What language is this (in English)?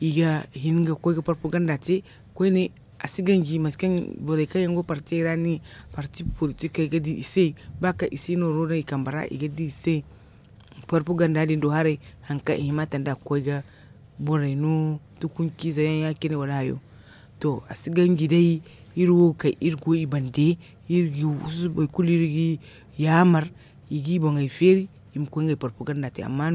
Zarma